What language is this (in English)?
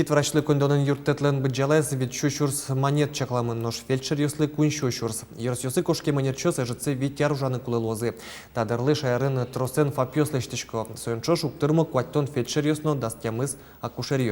Udmurt